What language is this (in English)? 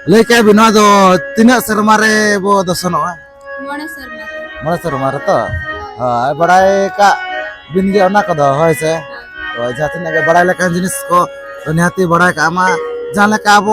Santali